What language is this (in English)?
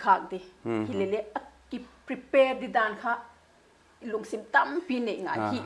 Paite Chin